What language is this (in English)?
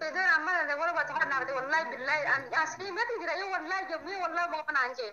Oromo